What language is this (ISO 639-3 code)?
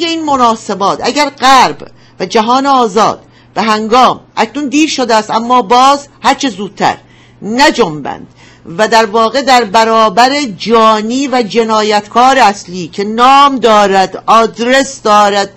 fas